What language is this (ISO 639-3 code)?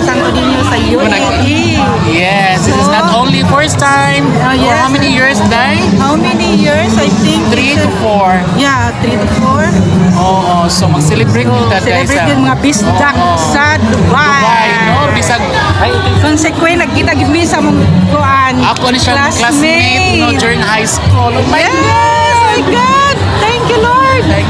ceb